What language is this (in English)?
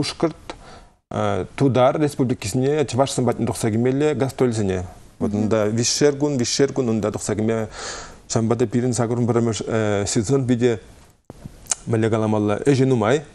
Chuvash